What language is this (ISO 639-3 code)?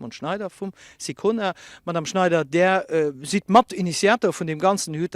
ltz